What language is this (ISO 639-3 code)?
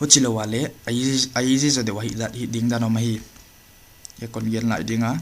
pck